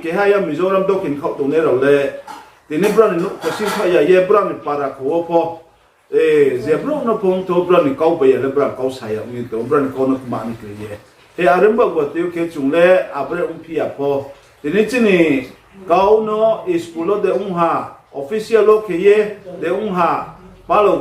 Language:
Riang (India)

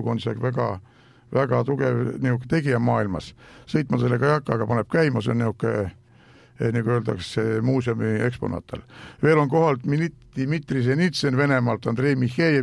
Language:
Estonian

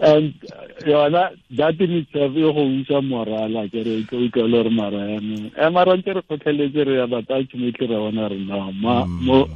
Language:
Tswana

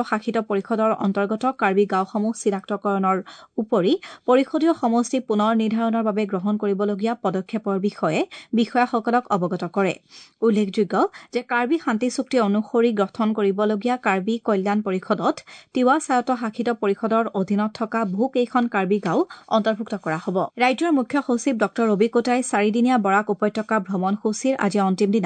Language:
Assamese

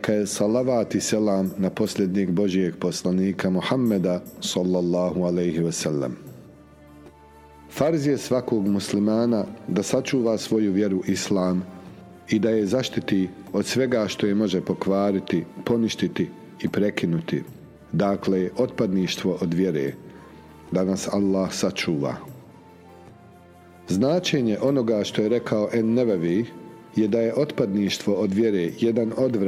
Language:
Bosnian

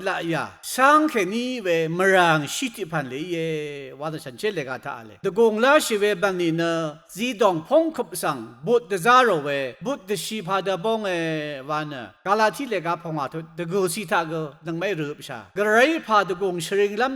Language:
Rawang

